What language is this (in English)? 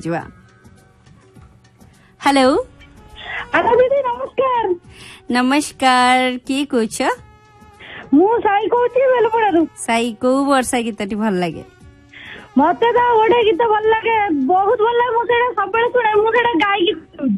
Odia